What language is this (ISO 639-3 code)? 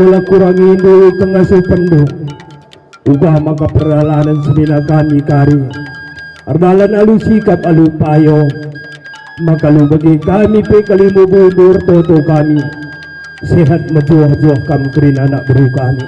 btx